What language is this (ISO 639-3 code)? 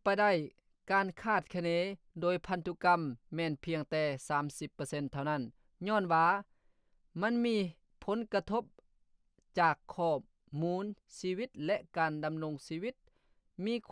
lao